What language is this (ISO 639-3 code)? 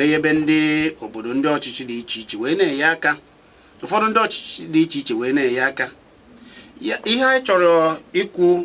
ibo